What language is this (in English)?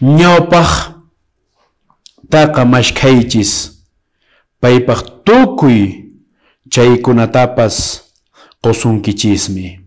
Quechua